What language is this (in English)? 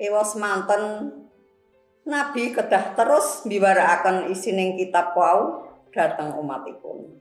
Javanese